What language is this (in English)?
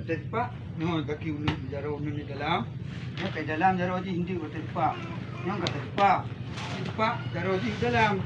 Achinese